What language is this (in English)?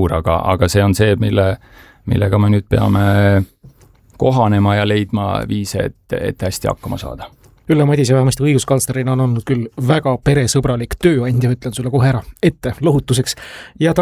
Estonian